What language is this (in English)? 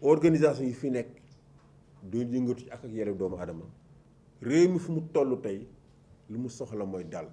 Wolof